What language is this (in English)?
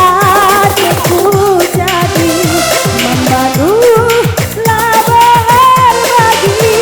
Batak Karo